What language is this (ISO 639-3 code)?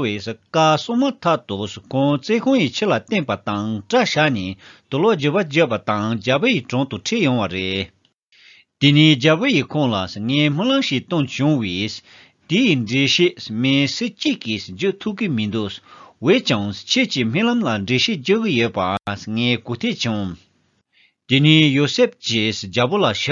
bod